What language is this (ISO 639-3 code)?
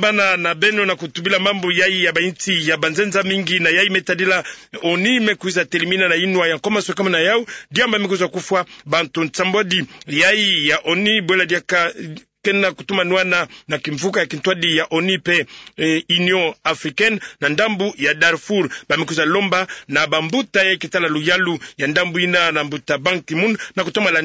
ktu